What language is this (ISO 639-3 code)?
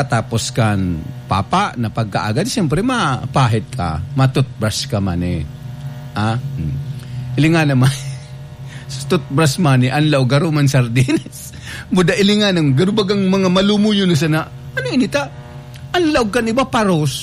bik